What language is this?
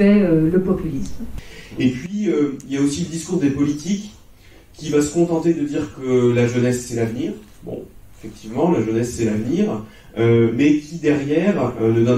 French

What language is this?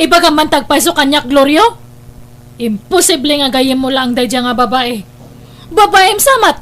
Iloko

